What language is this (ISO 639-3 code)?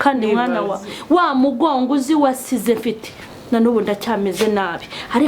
kin